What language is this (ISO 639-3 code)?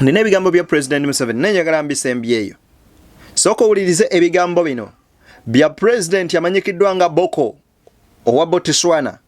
lug